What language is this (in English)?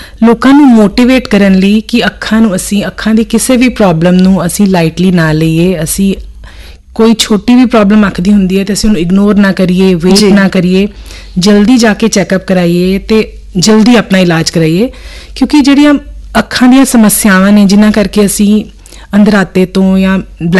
Punjabi